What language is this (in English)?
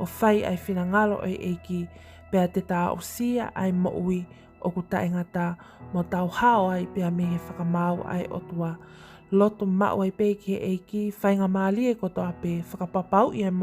Tongan